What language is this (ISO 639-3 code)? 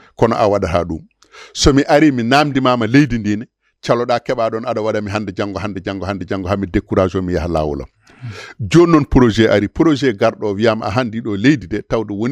ful